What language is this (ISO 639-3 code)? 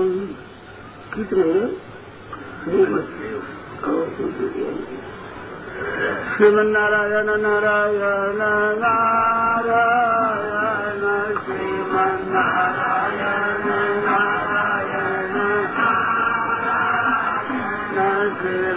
hin